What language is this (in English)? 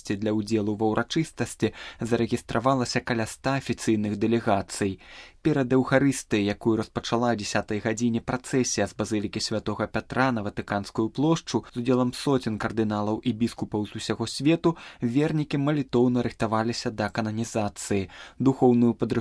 Belarusian